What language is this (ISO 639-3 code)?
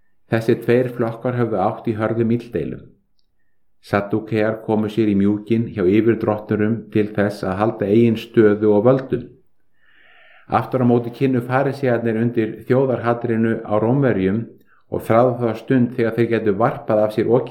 isl